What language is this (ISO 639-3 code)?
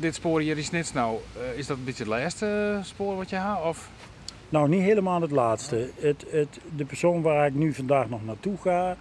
fry